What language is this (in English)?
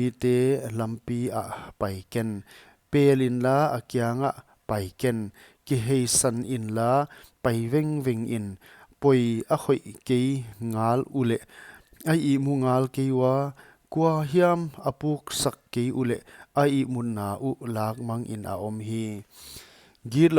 Paite Chin